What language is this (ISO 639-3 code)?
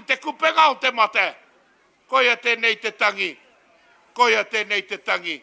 mri